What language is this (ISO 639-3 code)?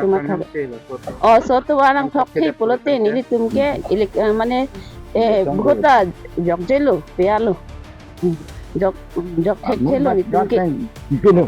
mjw